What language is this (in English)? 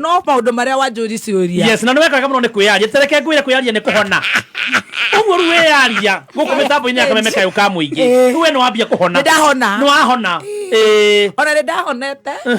Kikuyu